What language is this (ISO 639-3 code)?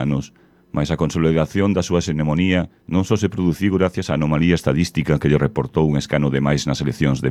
glg